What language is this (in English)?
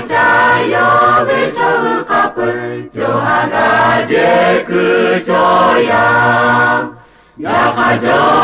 Lahu